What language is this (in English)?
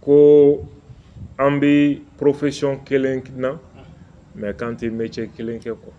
Bambara